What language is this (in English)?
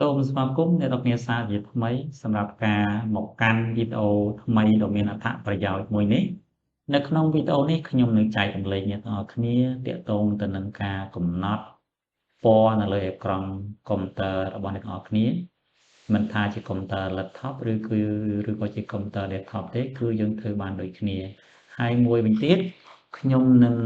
Khmer